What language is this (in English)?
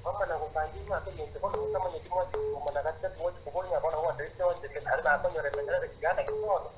Gusii